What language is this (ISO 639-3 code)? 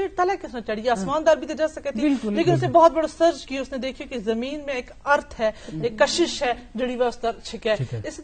gju